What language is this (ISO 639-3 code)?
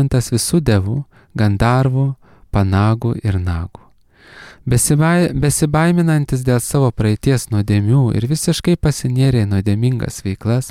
lit